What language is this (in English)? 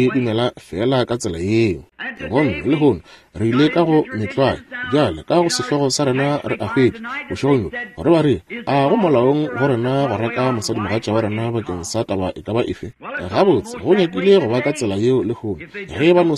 Northern Sotho